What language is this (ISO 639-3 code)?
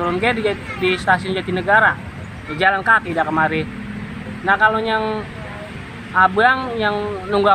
bew